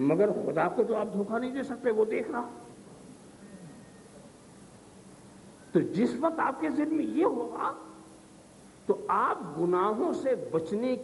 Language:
Urdu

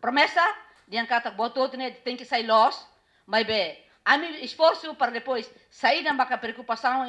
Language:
Tetum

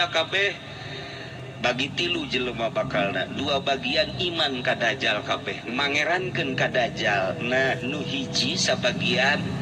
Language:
Sundanese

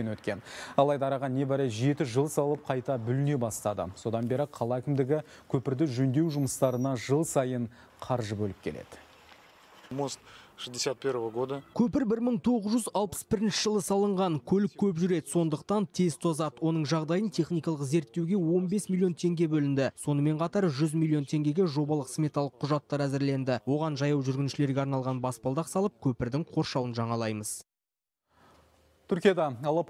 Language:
Kazakh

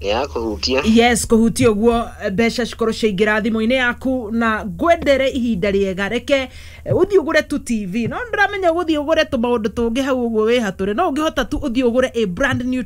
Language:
Kikuyu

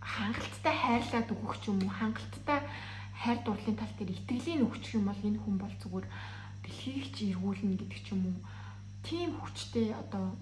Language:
Mongolian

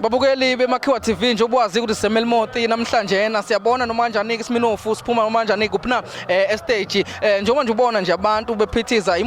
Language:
Zulu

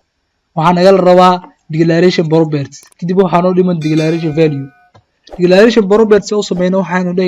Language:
Somali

